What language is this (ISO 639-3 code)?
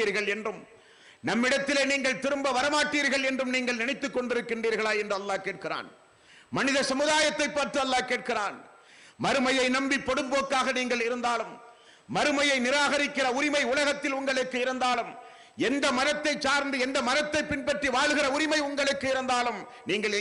tam